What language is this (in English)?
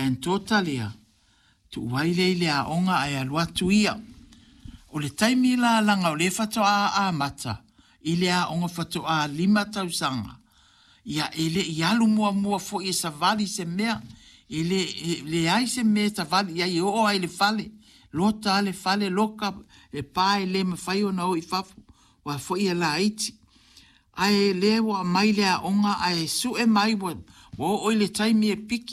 Samoan